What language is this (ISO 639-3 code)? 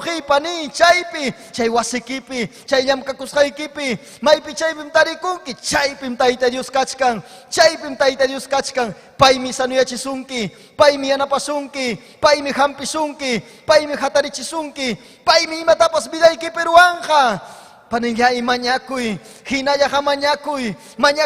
quy